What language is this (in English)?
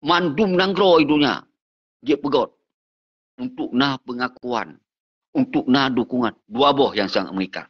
Achinese